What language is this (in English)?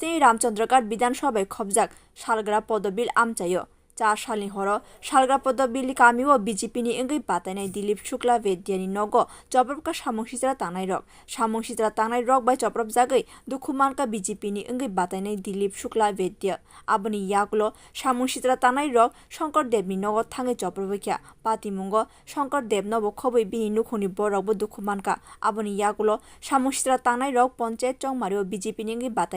Kok Borok